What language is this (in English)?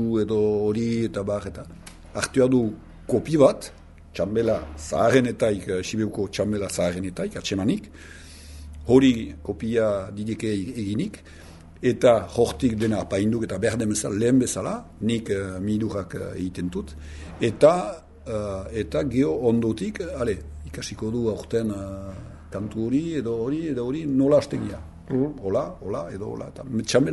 Basque